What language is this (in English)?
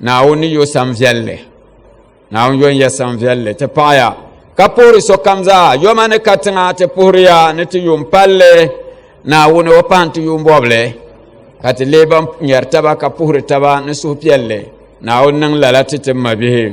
Dagbani